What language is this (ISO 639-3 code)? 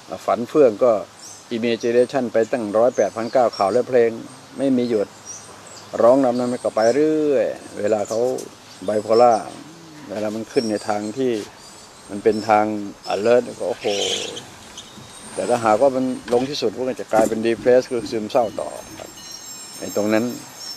tha